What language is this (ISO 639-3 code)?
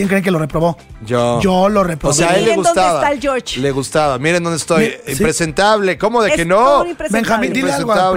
spa